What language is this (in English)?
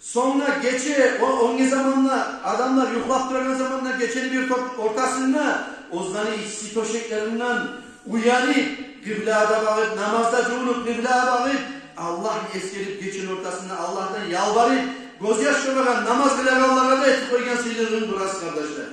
Kumyk